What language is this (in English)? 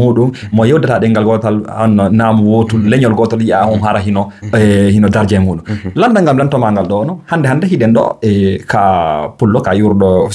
Fula